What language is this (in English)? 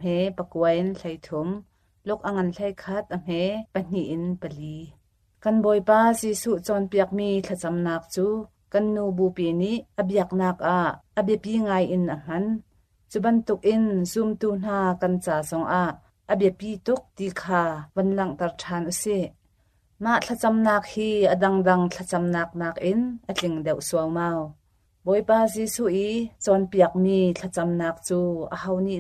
Hakha Chin